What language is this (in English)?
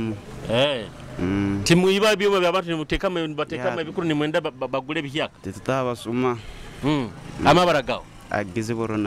Nyoro